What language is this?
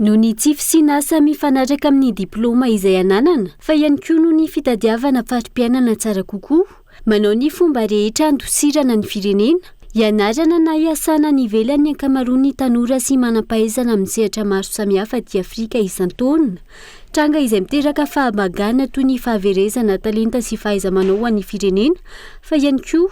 Malagasy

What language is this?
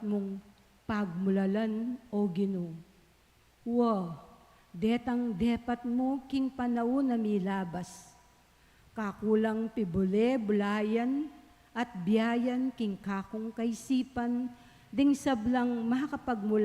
Pampanga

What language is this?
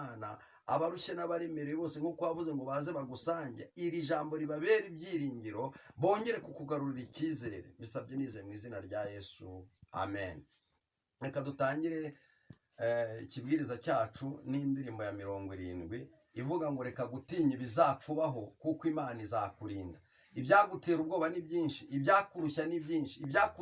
Kinyarwanda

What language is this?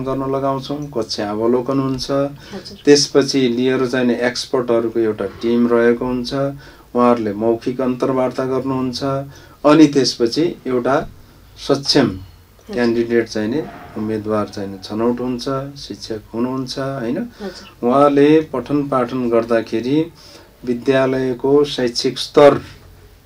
Nepali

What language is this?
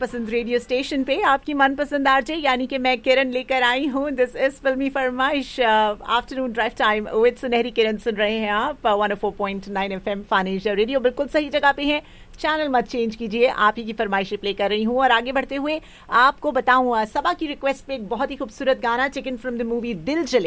Hindi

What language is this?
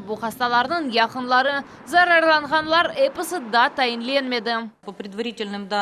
Crimean Tatar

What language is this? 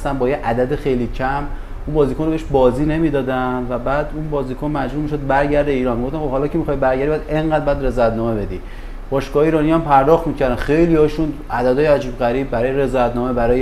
Persian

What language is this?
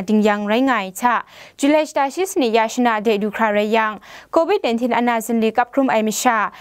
Kachin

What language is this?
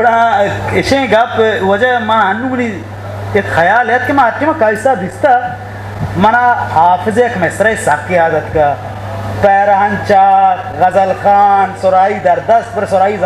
Eastern Balochi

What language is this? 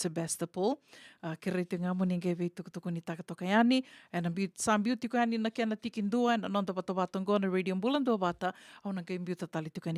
Fijian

